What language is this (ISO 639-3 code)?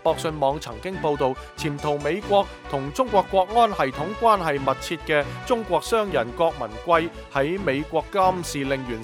yue